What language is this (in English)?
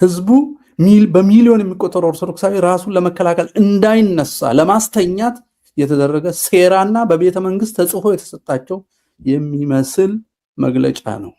Amharic